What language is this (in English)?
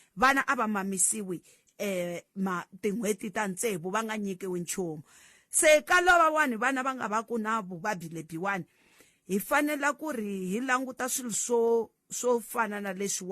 Tsonga